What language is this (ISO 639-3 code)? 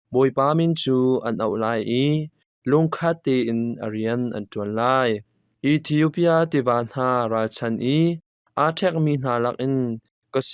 cnh